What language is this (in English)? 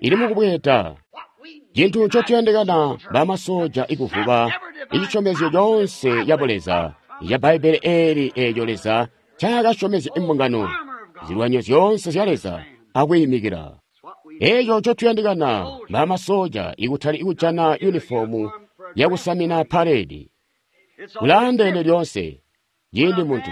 Tonga (Zambia)